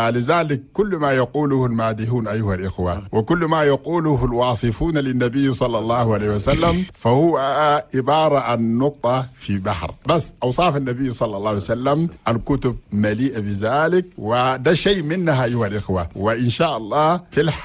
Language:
Chadian Arabic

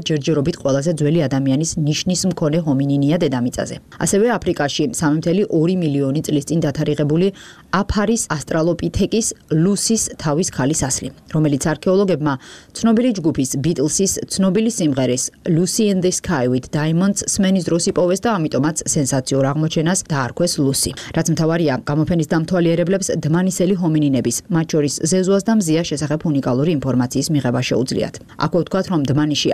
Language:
Georgian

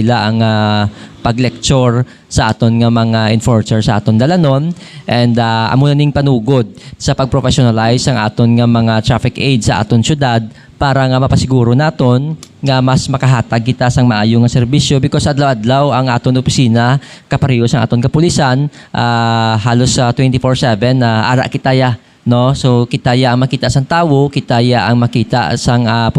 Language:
Hiligaynon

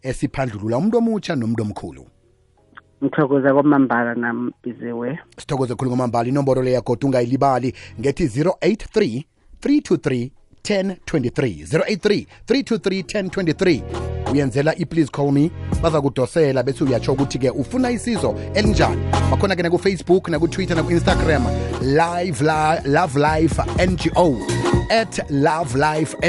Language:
South Ndebele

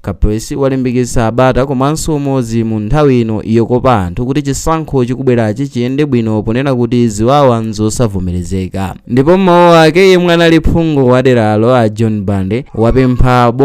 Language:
Nyanja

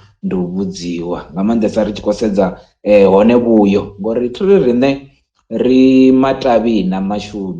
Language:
Venda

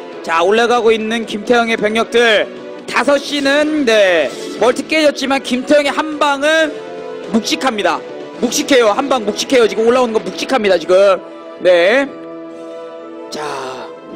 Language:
Korean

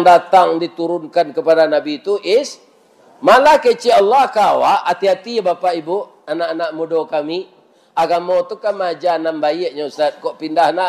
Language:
Minangkabau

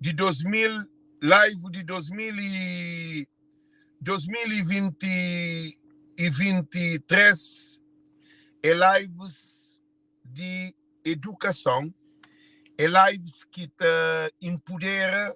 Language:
Kabuverdianu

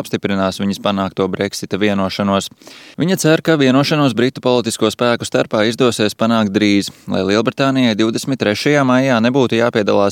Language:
Latvian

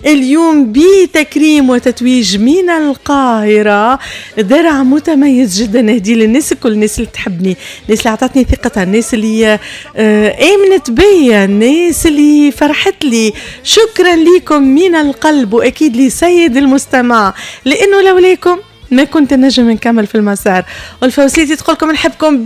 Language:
Tunisian Arabic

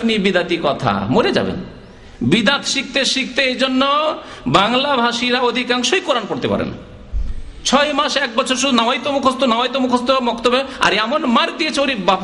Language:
Bangla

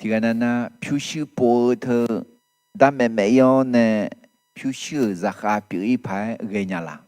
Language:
Akha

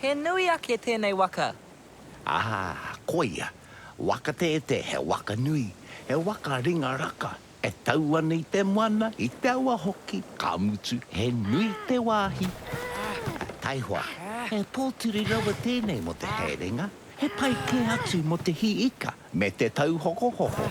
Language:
Māori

